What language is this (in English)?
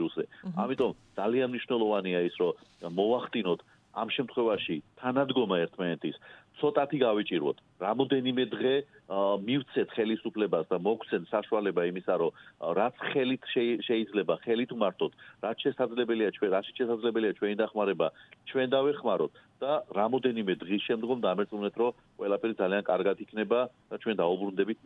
Georgian